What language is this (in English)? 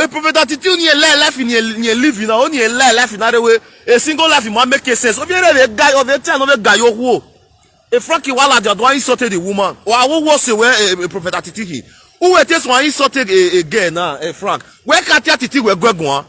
Nigerian Pidgin